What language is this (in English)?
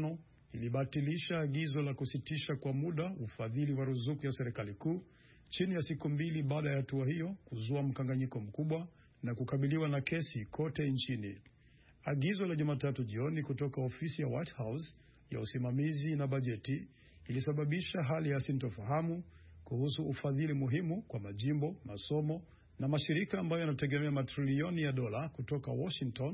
Swahili